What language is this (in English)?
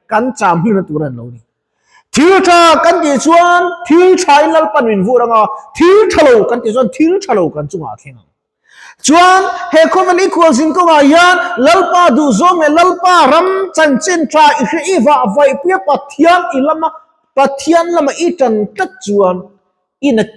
Mizo